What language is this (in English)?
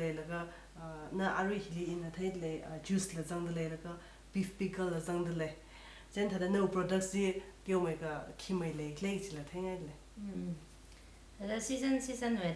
Tangkhul Naga (India)